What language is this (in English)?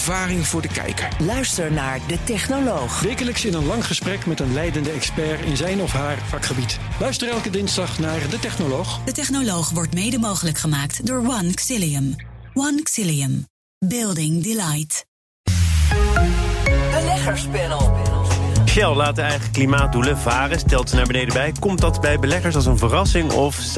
Dutch